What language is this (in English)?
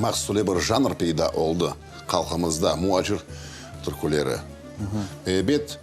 Crimean Tatar